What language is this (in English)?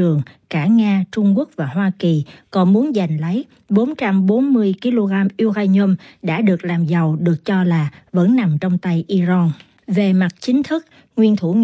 Vietnamese